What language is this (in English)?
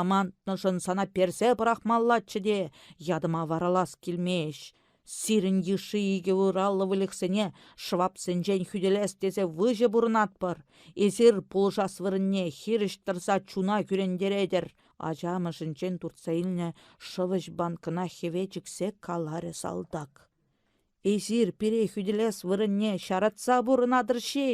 Chuvash